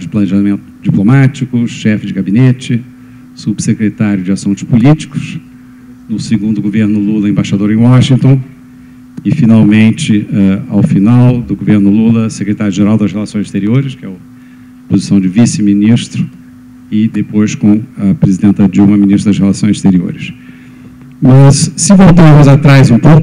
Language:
Portuguese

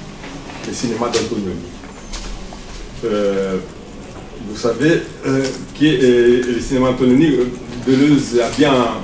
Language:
French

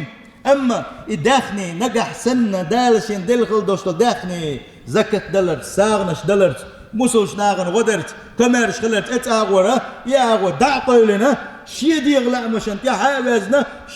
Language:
Chechen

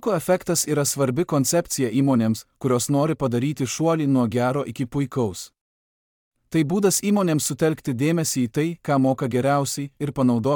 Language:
Lithuanian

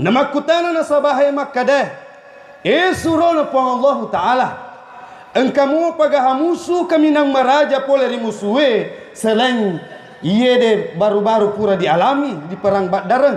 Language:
Buginese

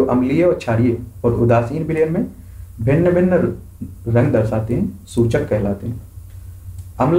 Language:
Hindi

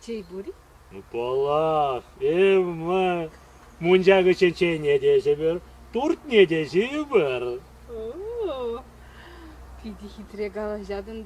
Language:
Chuvash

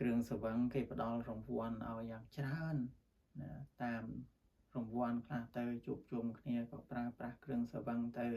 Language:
Khmer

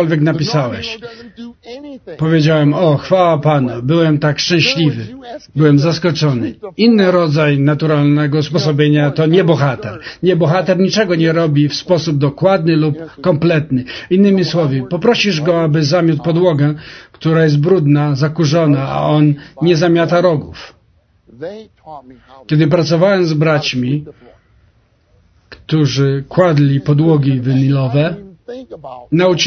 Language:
Polish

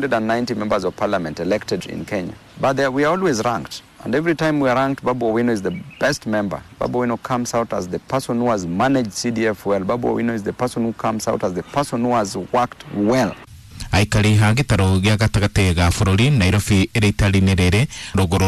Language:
Kikuyu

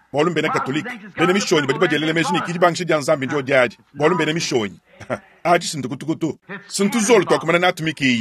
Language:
Luba-Lulua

